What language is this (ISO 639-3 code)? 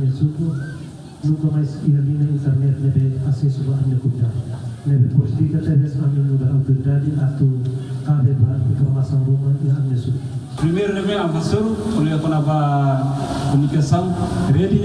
tet